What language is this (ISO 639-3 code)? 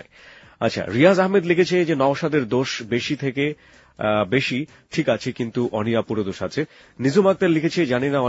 ben